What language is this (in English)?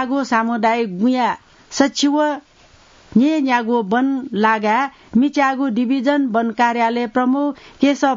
Newari